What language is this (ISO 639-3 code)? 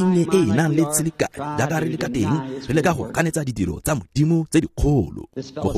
tsn